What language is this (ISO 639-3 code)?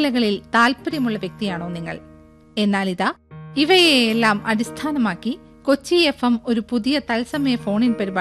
mal